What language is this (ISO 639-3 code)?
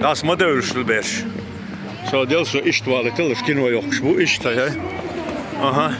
che